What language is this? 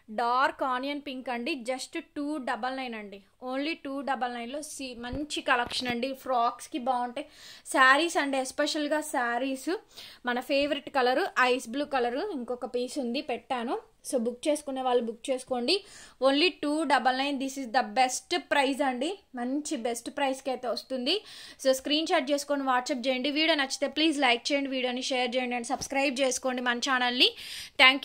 Telugu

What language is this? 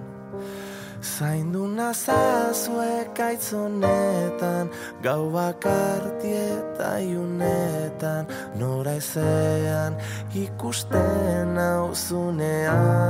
Basque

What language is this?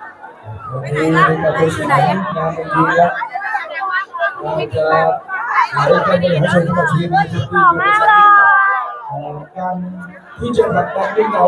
Thai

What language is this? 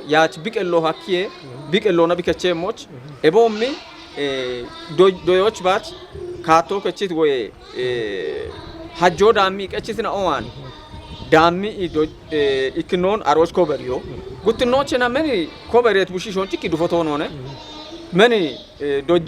Kafa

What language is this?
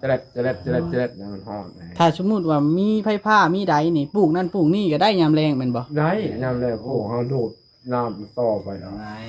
Northeastern Thai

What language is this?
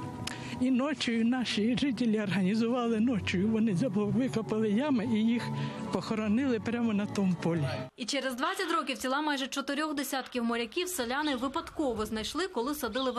Ukrainian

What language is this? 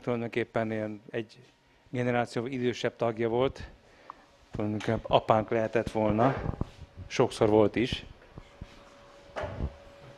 Hungarian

